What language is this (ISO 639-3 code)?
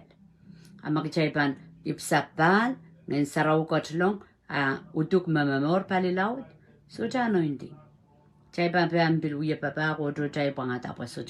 pon